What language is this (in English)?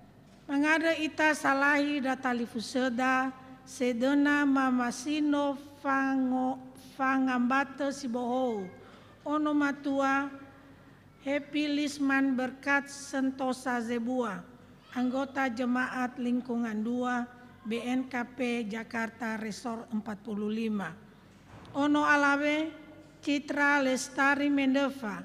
Nias